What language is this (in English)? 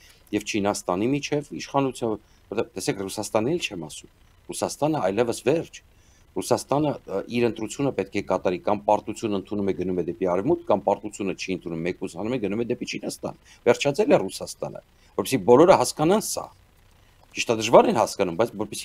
Armenian